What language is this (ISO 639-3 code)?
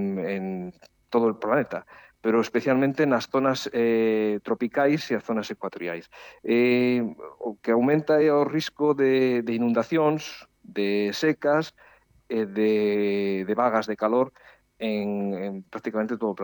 glg